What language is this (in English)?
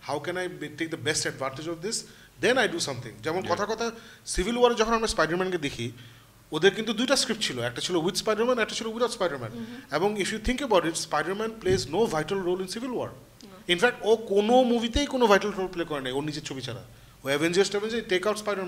Bangla